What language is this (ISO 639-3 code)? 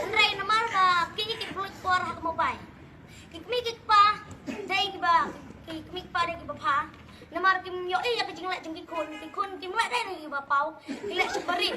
kha